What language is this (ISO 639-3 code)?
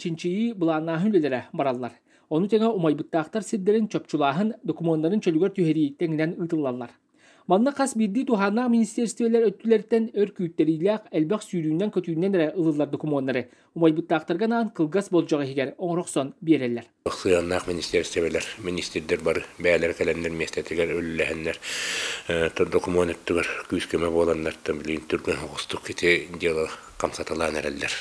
sah